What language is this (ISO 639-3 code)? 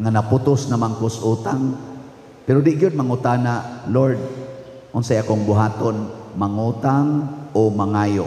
ceb